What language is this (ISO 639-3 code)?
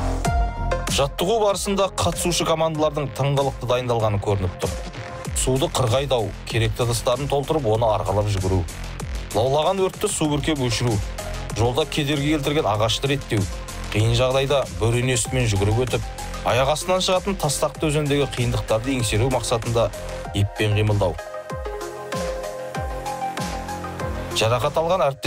kaz